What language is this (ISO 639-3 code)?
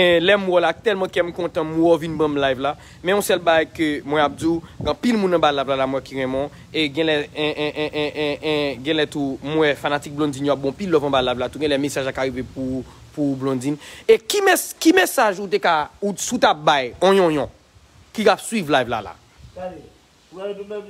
hat